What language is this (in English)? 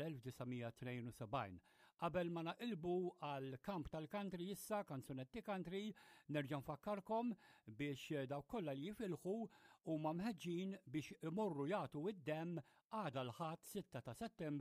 Maltese